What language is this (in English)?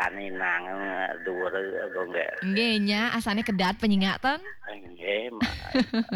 Balinese